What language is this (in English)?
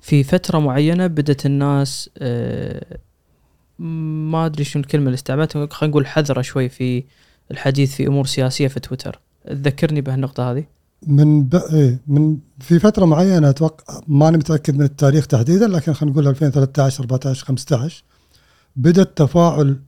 Gulf Arabic